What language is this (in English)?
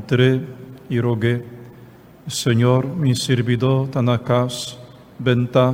Papiamento